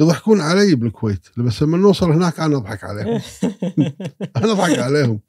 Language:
Gulf Arabic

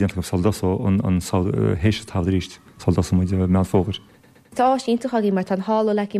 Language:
Irish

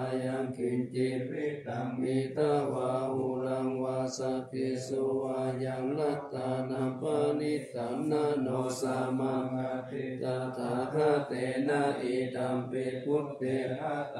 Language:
Pali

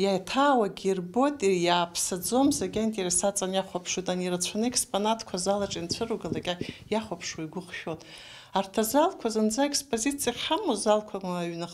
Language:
Abkhazian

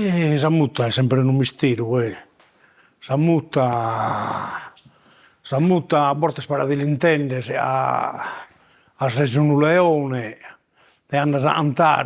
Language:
Sardinian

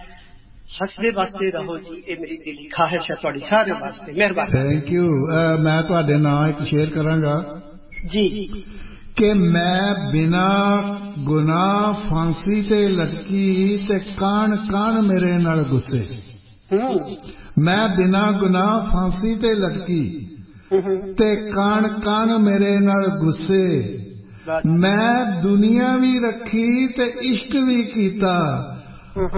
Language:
Punjabi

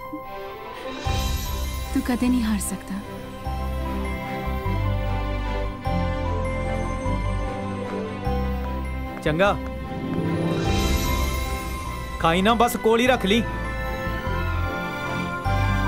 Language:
Punjabi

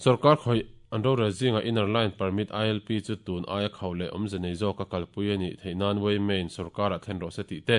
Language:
Mizo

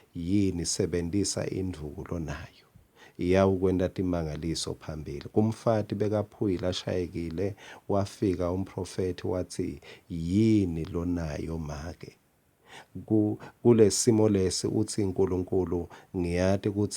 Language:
Swati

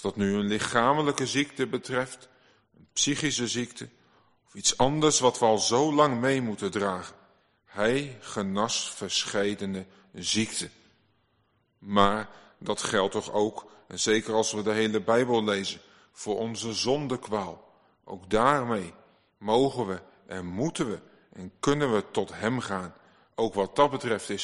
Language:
Dutch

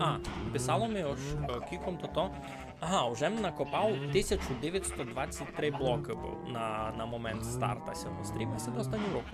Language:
Rusyn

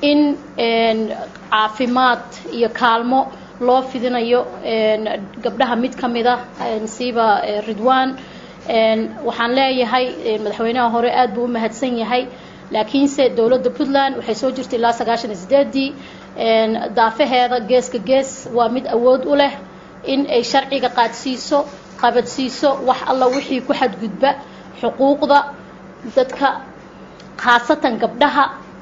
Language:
Somali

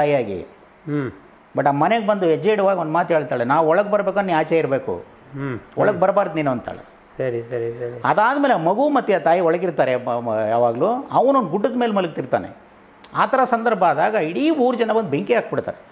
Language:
Kannada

